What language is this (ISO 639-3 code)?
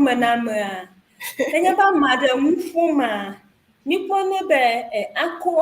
ewe